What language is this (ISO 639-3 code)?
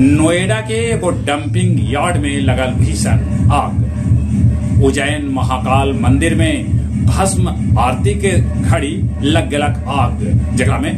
mag